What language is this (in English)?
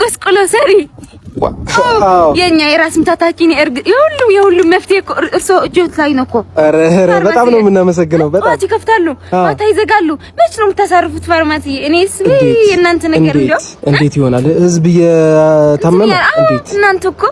Amharic